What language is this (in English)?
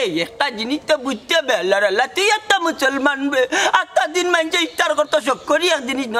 Sylheti